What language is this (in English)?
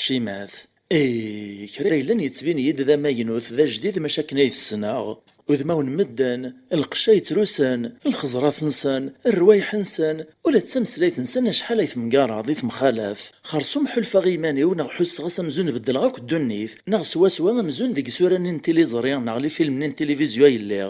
Kabyle